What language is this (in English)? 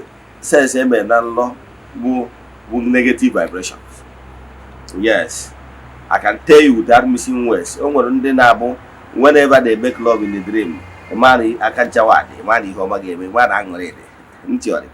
Igbo